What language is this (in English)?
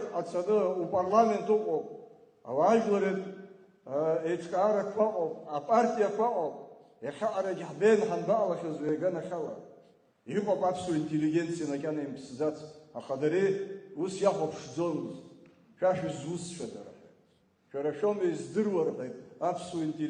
Abkhazian